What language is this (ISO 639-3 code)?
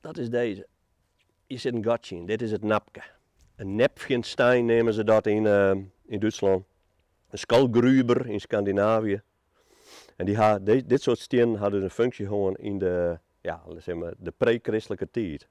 fry